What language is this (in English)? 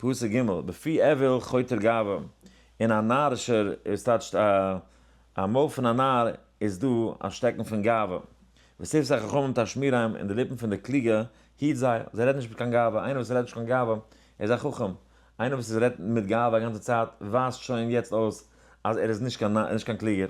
Yiddish